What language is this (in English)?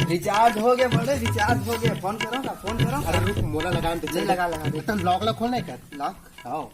Chhattisgarhi